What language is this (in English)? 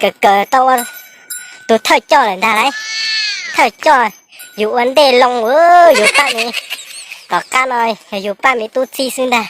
Hmong